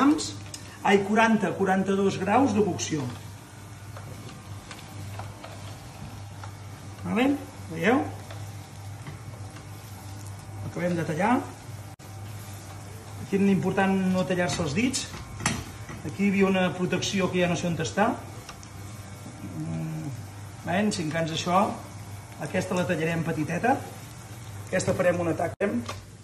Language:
Catalan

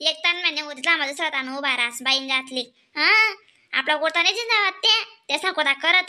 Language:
Khandesi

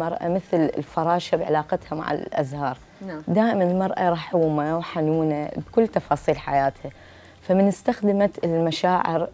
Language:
Mesopotamian Arabic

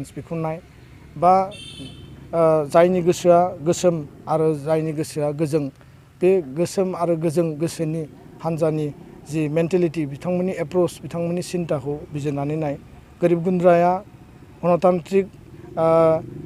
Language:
Bodo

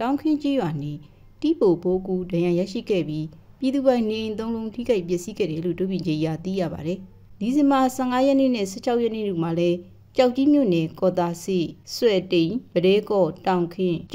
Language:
Burmese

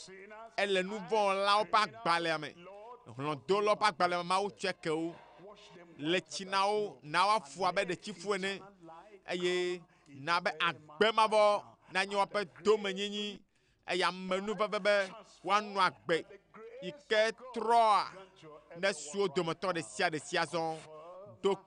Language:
Ewe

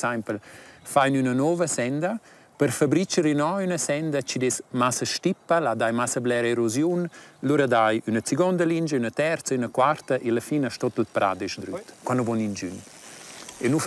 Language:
Romansh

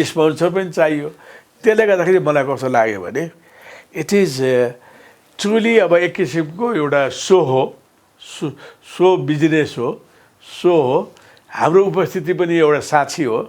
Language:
Nepali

